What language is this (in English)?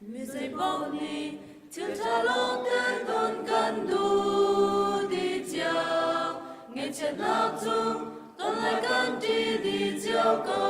Hakha Chin